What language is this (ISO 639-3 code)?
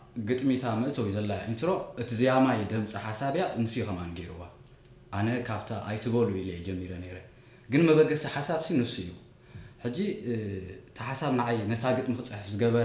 tir